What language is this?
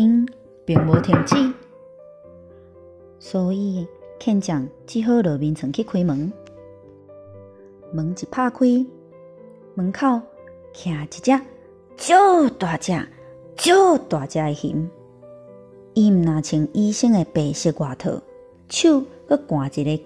Min Nan Chinese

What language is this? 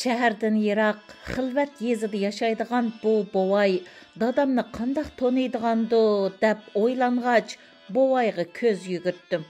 Uyghur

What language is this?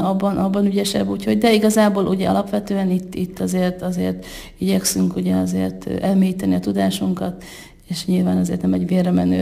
Hungarian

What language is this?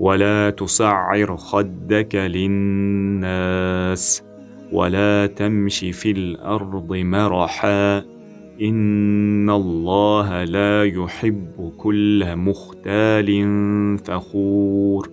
Uyghur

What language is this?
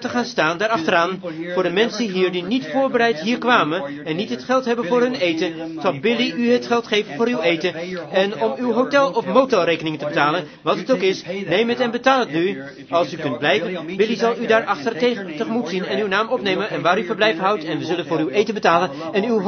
Dutch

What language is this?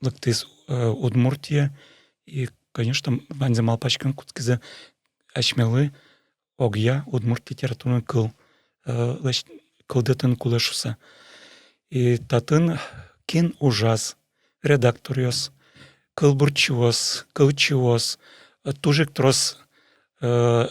Udmurt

